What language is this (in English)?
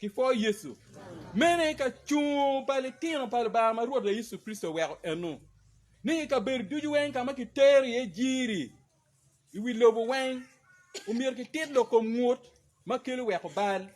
Acoli